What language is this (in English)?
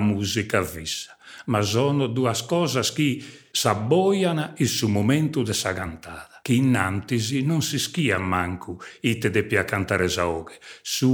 Sardinian